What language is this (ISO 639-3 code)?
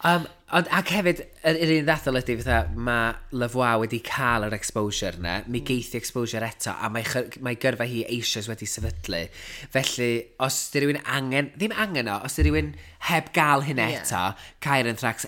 cym